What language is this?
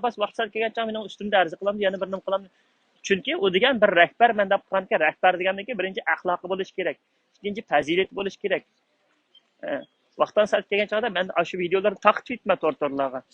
Uyghur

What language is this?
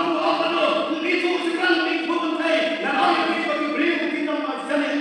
Khasi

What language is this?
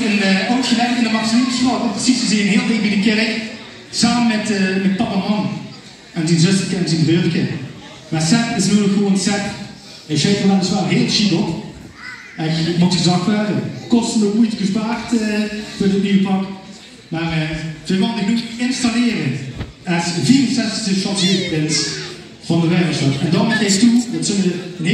Limburgish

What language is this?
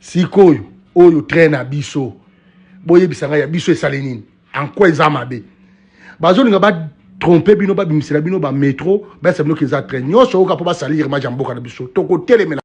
Lingala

